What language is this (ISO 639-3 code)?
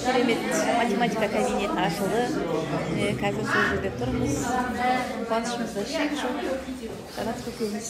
kaz